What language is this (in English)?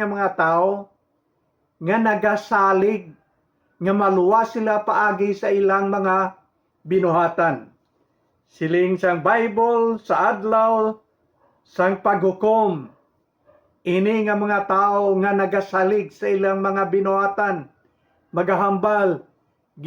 Hiligaynon